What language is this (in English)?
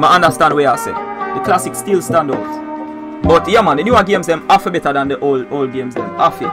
Jamaican Creole English